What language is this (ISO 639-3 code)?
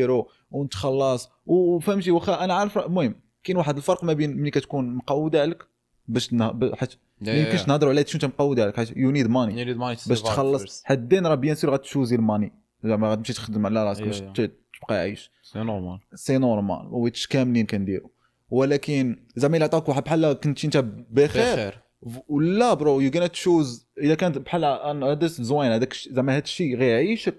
ary